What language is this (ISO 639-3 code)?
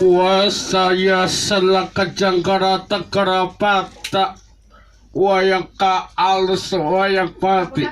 sun